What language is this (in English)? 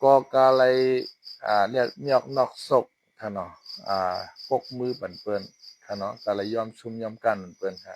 Shan